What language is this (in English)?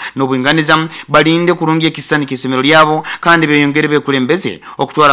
Nyoro